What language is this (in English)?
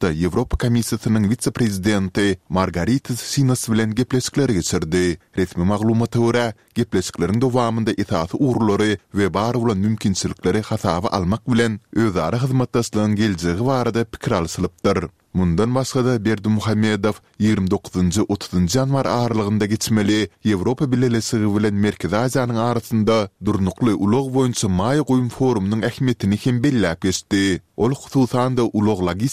Turkmen